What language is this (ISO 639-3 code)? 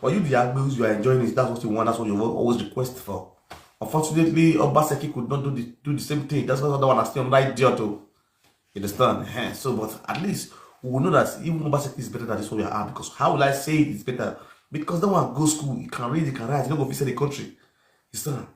pcm